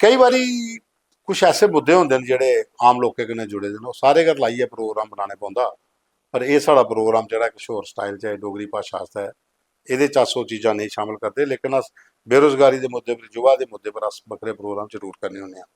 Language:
Dogri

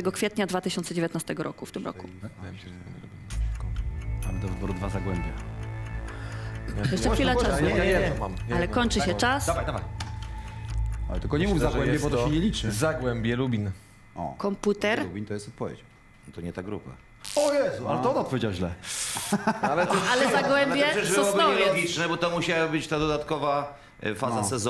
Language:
Polish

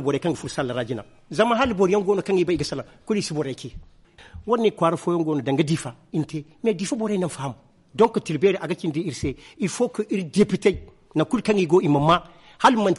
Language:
Zarma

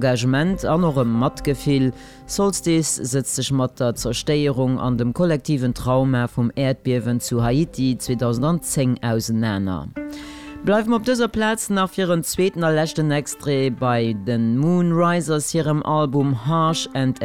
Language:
Luxembourgish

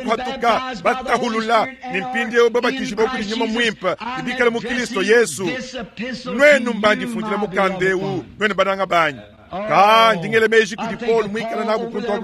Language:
Luba-Lulua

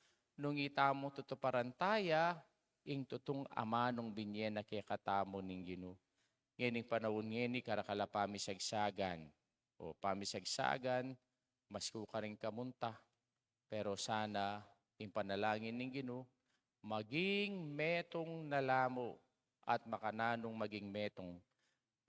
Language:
Pampanga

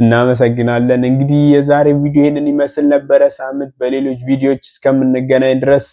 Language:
Amharic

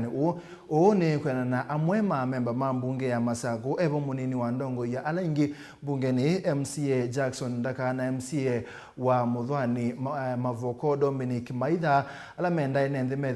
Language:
Kamba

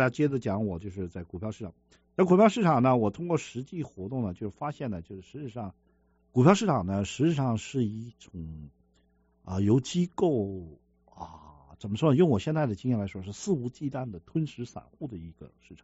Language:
Chinese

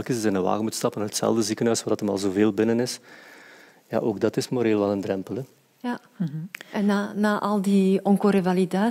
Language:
Dutch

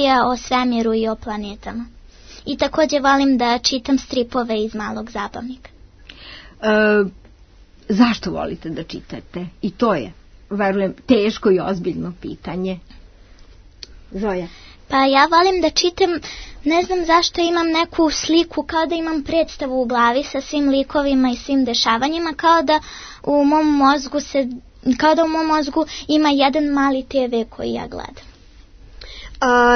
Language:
Serbian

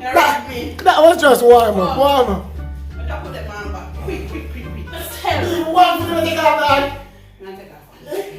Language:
Jamaican Creole English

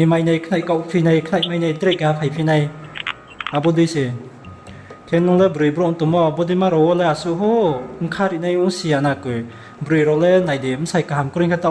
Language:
Riang (India)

